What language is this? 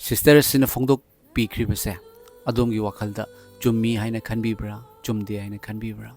Manipuri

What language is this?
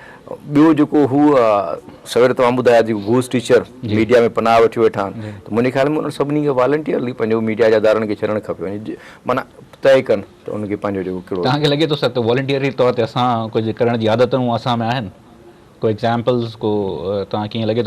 Sindhi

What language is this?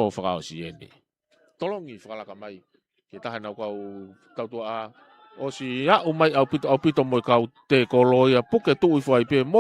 Tongan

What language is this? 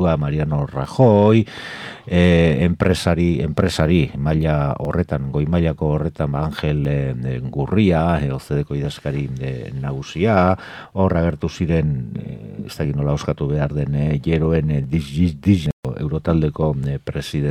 Basque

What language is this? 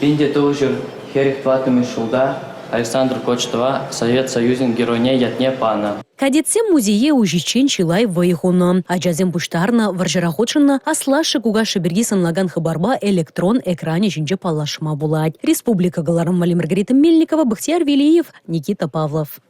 Chuvash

